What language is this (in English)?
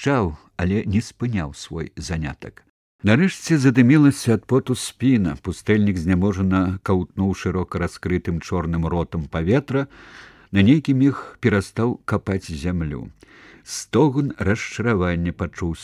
Belarusian